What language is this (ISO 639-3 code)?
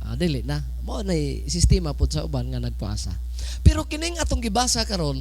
ceb